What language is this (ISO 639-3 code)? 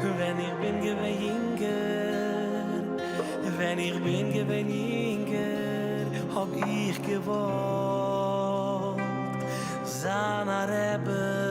yid